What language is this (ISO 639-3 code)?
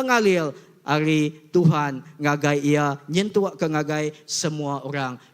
iba